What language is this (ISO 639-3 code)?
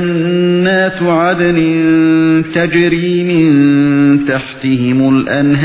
uig